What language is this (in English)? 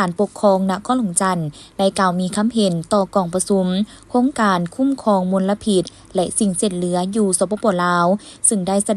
Lao